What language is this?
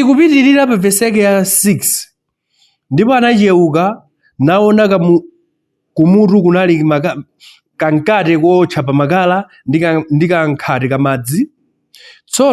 Nyanja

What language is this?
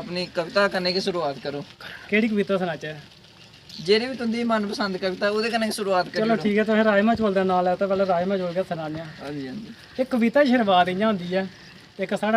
Dogri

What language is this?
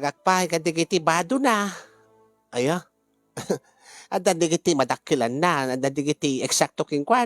Iloko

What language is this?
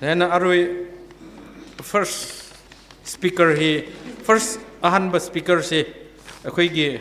Tangkhul Naga (India)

